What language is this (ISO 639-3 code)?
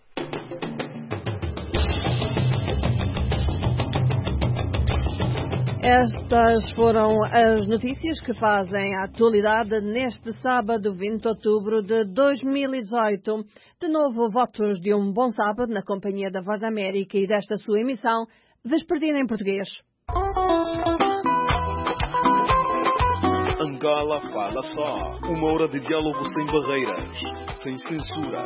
por